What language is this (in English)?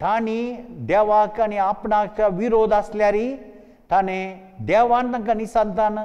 Konkani